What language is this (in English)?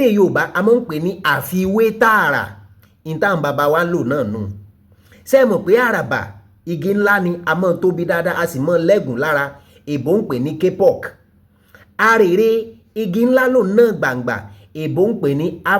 Yoruba